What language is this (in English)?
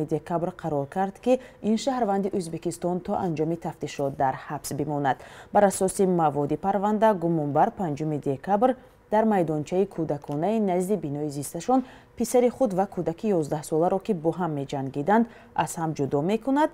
Tajik